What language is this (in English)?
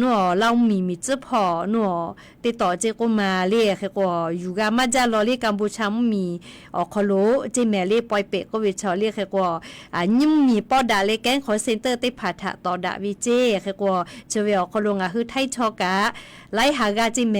Lahu